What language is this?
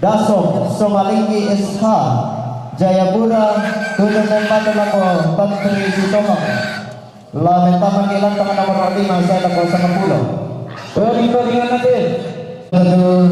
Toraja-Sa'dan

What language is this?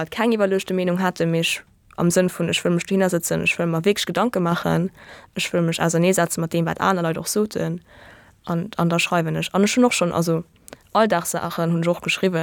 Luxembourgish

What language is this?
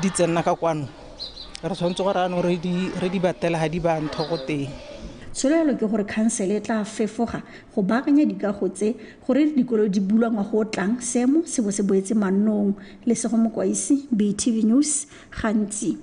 Tswana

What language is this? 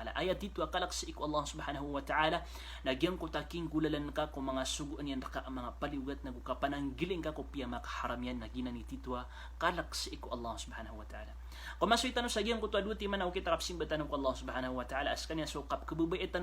Maranao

